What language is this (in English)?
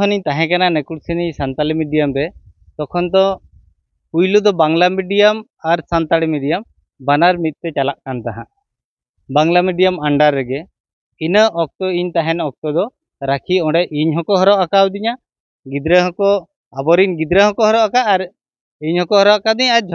Santali